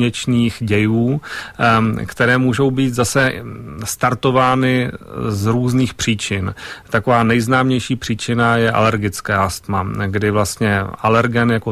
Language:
Czech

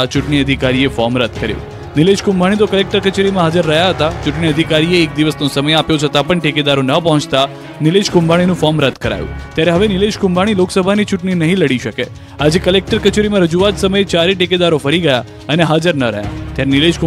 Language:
Gujarati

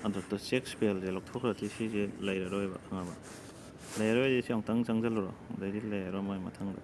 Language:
Manipuri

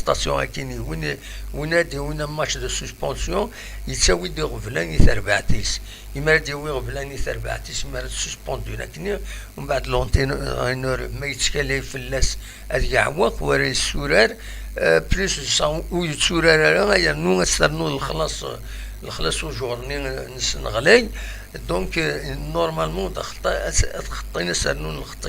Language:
Kabyle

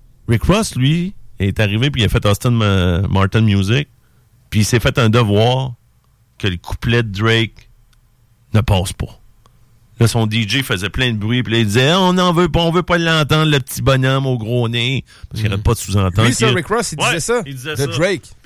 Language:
French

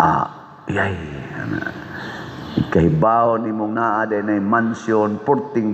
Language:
Cebuano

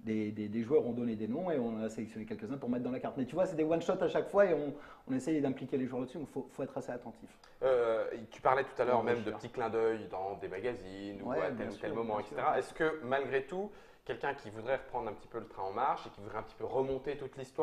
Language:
French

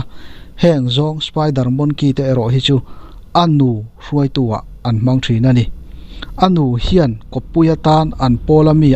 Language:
Mizo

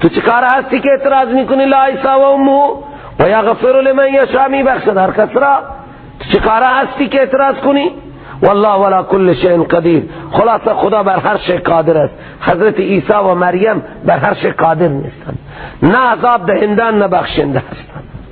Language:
Persian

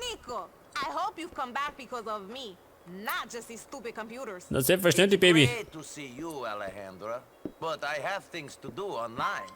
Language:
Bavarian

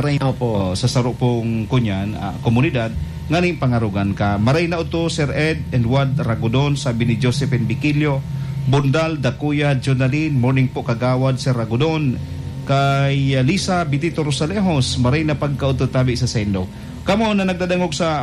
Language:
Bikol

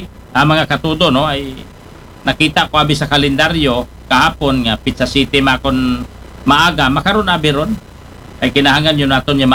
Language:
Aklanon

